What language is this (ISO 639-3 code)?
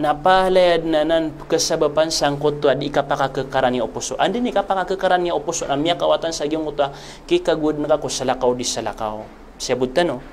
mrw